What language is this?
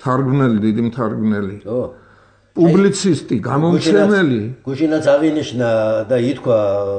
Georgian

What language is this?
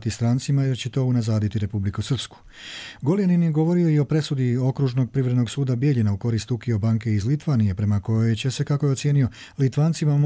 Croatian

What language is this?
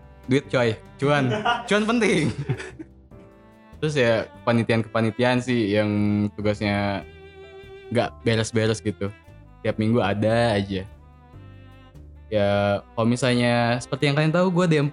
Indonesian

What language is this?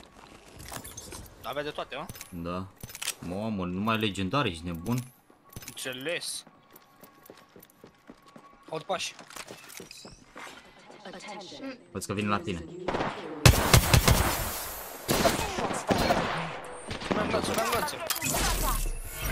Romanian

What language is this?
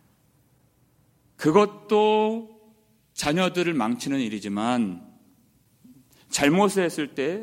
Korean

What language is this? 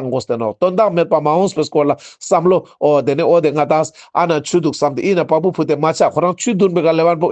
Ladakhi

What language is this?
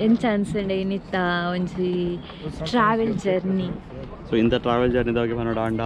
Tulu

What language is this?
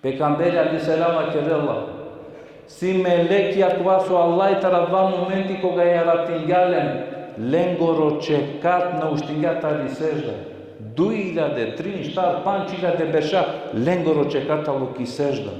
Balkan Romani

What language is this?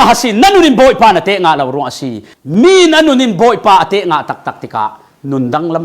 Falam Chin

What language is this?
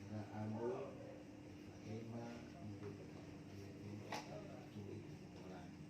Nias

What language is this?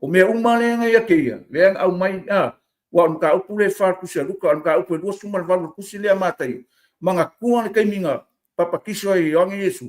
Samoan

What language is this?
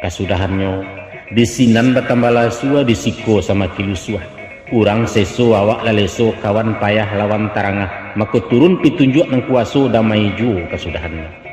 Minangkabau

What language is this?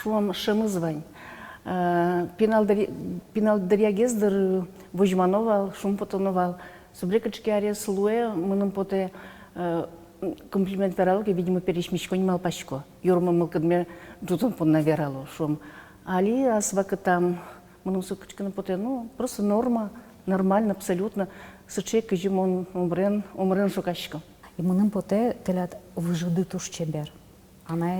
Udmurt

